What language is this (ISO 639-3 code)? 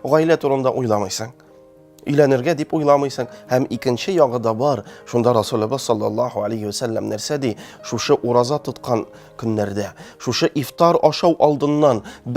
tat